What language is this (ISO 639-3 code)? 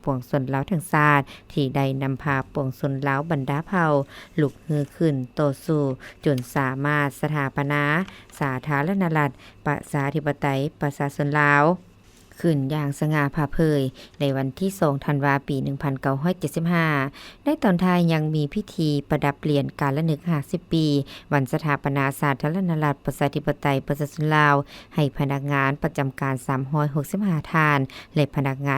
lao